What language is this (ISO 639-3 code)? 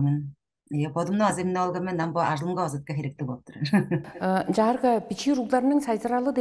tyv